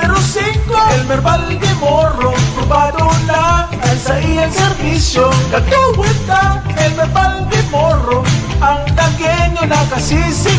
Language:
Bikol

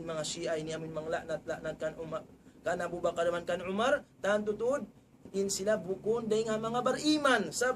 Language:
Tausug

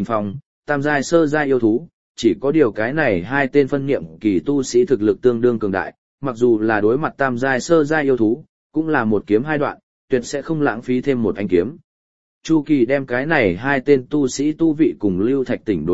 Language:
Vietnamese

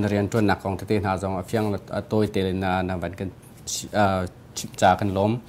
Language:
Hakha Chin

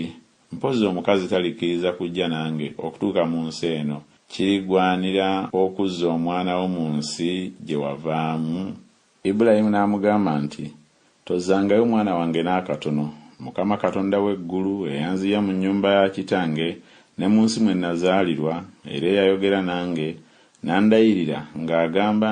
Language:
Ganda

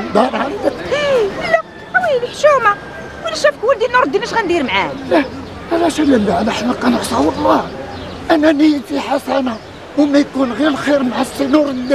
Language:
Moroccan Arabic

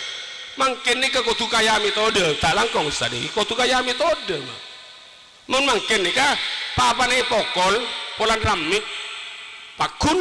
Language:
Madurese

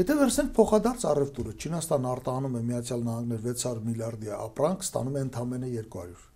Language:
Armenian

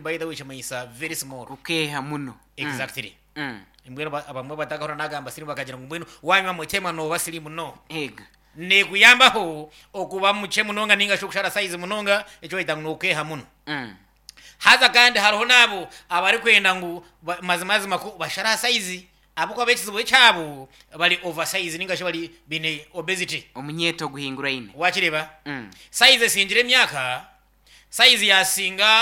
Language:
Nyankole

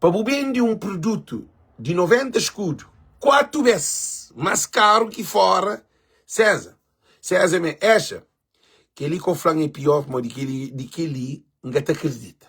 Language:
Kabuverdianu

